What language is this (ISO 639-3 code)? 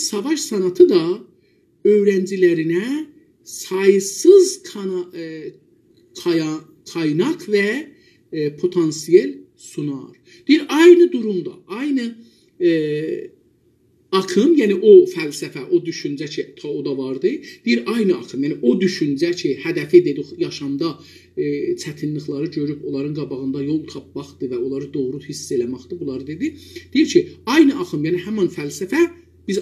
azb